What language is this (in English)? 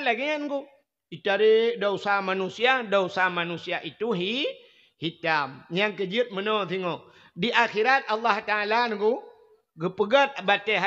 Achinese